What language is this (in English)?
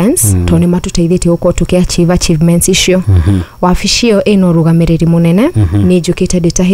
Kikuyu